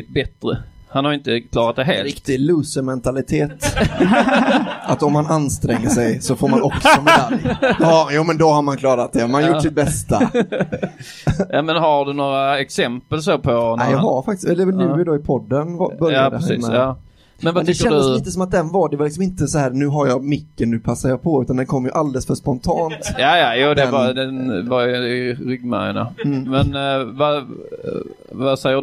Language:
Swedish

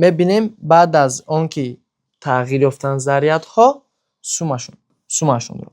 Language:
Tajik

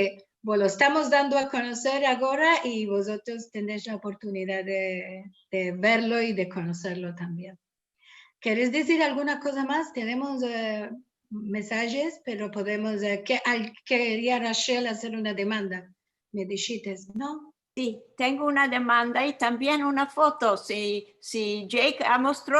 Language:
Ladino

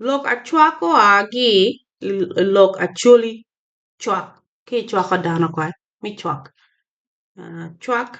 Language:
Acoli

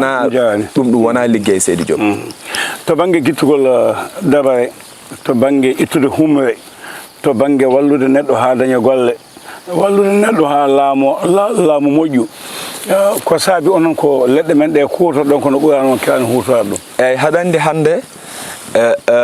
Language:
Fula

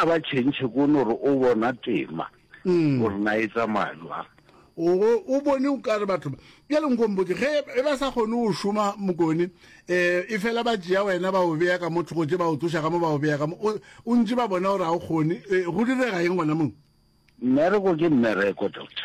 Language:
Northern Sotho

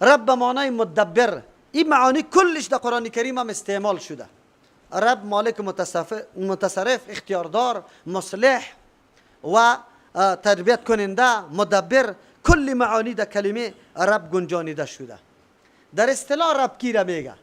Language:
Persian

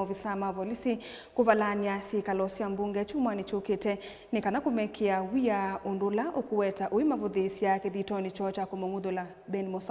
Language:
Kamba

